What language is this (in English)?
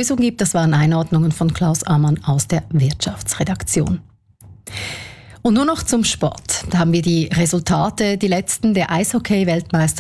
German